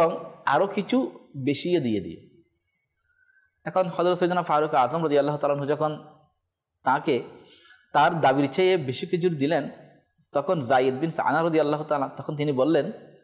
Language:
Bangla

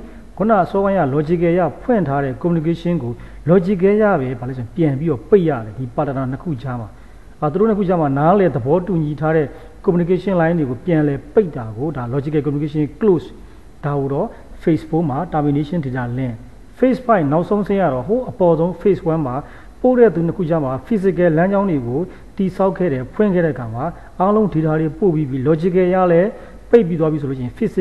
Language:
Burmese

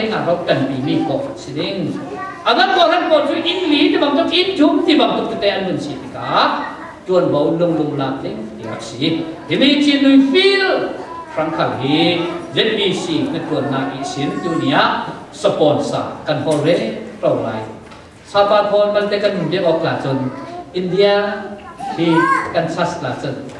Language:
Falam Chin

